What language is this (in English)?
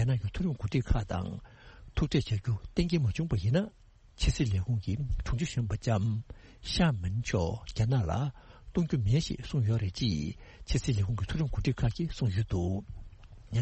Tibetan